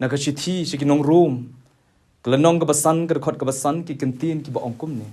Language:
Khasi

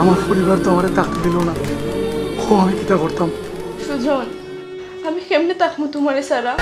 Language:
Sylheti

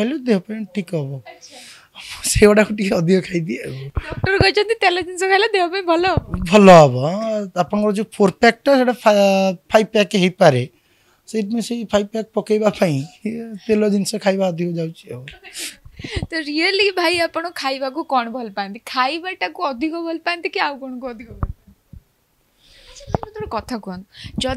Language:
Odia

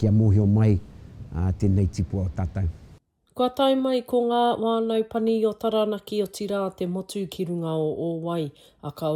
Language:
Māori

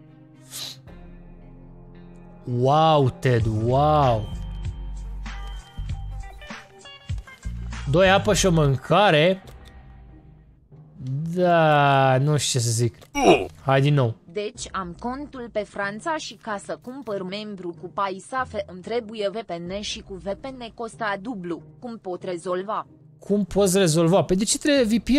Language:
Romanian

